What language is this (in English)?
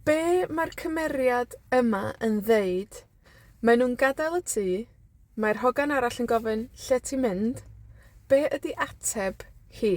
Welsh